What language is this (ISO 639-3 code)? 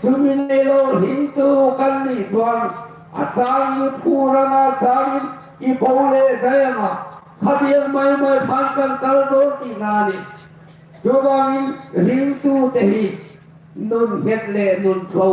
hmr